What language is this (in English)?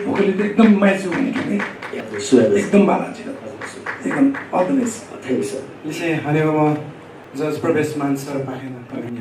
Newari